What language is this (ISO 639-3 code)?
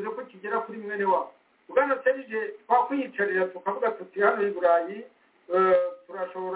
kin